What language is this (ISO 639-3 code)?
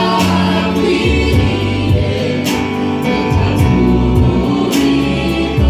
kin